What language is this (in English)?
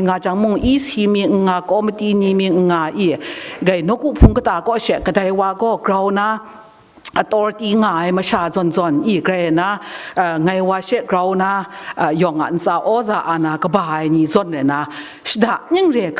Kachin